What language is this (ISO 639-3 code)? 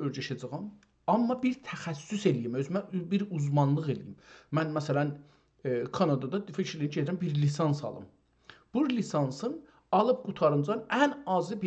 azb